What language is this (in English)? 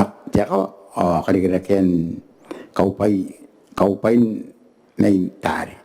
Gilbertese